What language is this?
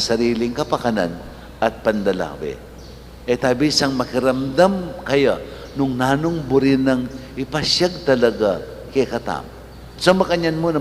Pampanga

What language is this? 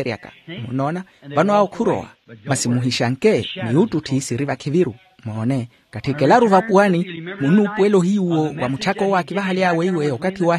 Makhuwa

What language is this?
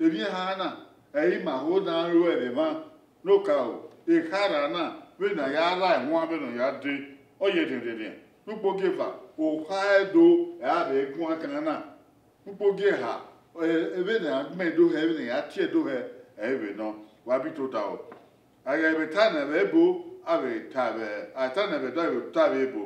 Bini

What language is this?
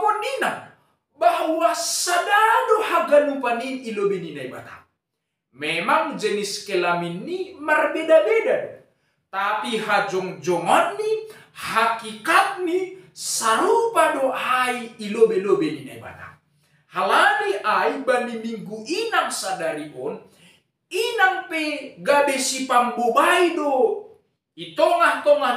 Batak Simalungun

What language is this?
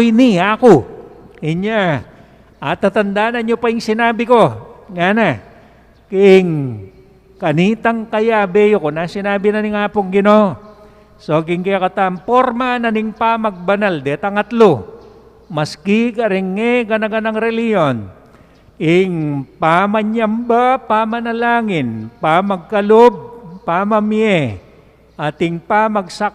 Pampanga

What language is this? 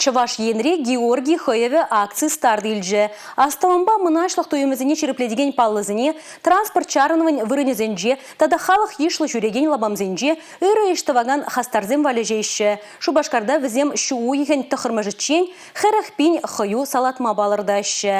Chuvash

